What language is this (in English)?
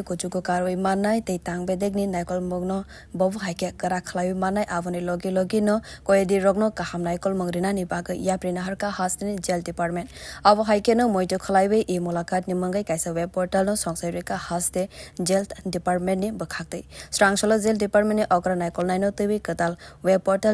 Kok Borok